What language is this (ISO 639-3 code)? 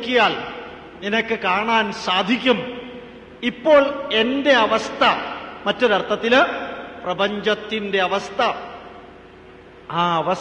mal